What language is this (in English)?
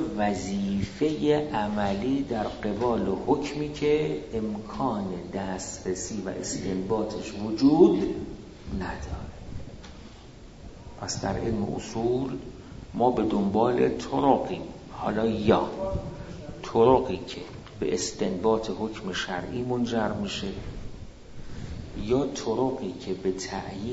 Persian